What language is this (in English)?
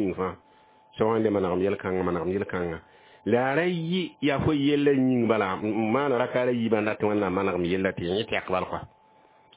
Mossi